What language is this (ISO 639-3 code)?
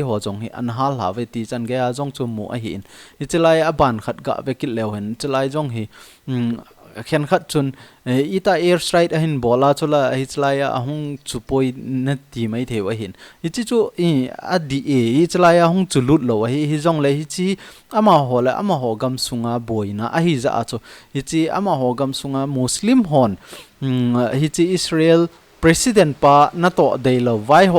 tcz